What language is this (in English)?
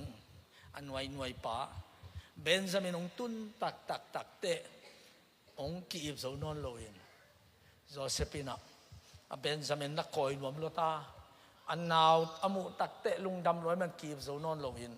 Tedim Chin